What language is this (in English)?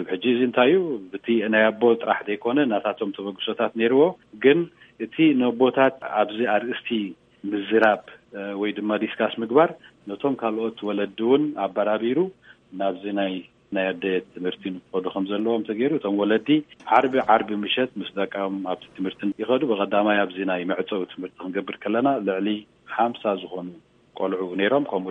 Tigrinya